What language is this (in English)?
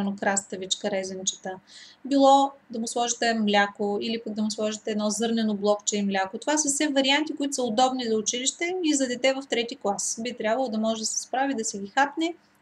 Bulgarian